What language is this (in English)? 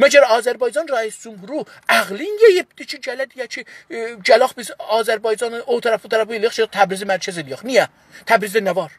South Azerbaijani